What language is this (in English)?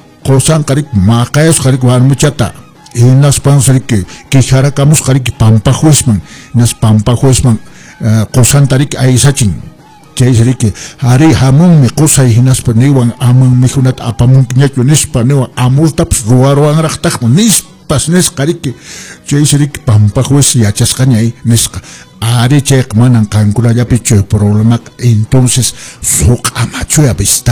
Quechua